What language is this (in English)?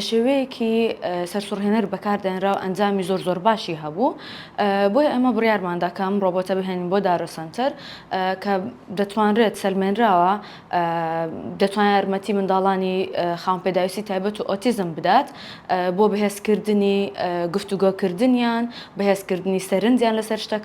Central Kurdish